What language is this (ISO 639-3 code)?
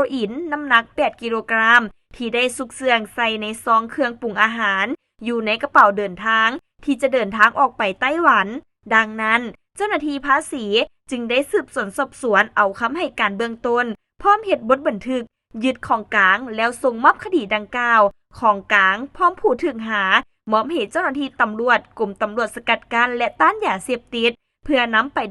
lao